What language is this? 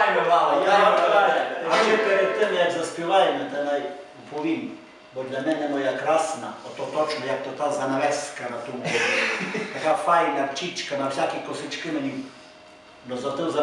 Rusyn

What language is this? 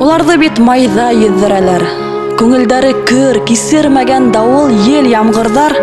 Bashkir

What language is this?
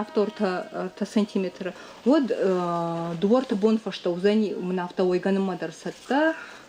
Ossetic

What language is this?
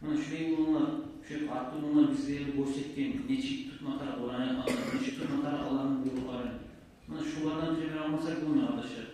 Kumyk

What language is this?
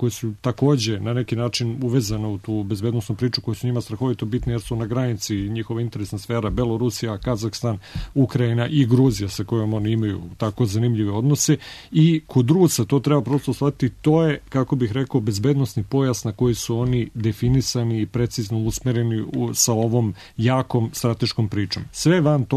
Serbian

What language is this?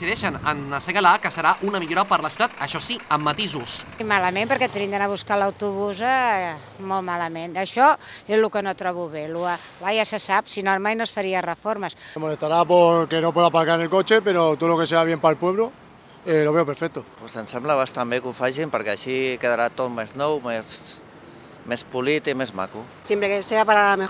Catalan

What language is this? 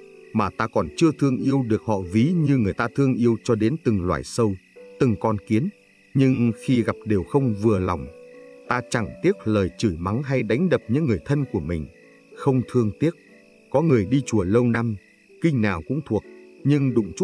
Vietnamese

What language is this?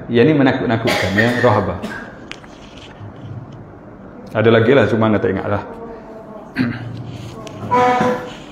Malay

